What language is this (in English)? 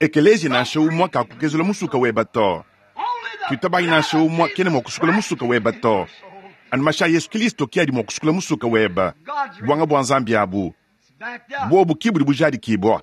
Luba-Lulua